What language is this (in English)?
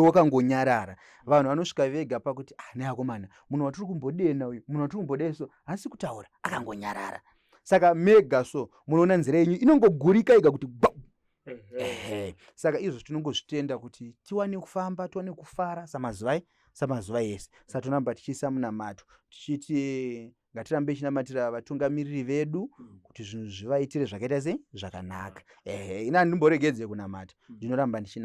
Shona